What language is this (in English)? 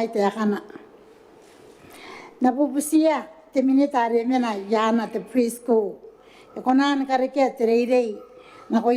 Gilbertese